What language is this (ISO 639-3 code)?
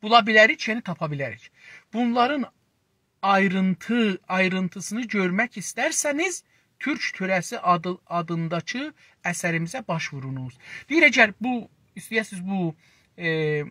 azb